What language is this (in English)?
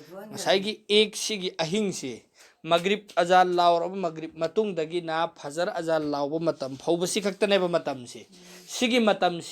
Manipuri